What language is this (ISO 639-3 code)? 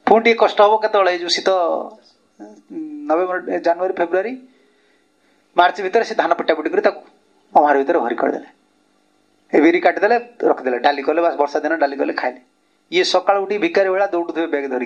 ori